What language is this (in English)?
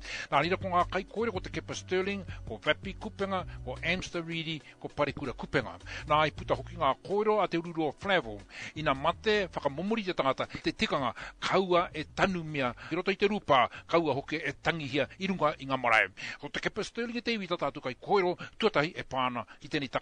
Māori